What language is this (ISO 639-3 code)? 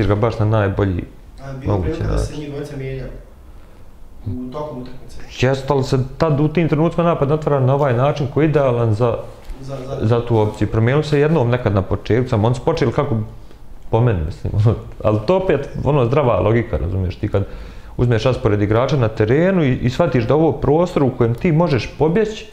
bos